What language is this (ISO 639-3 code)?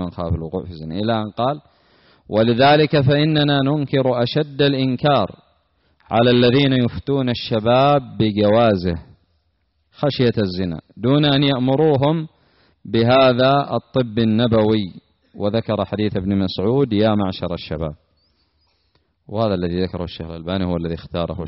ara